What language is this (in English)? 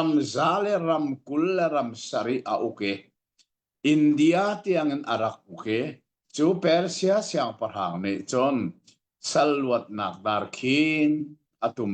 Hakha Chin